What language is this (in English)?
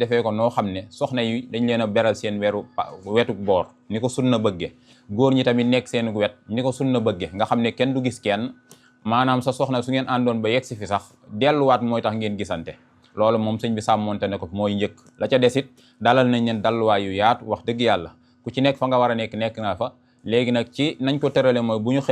Wolof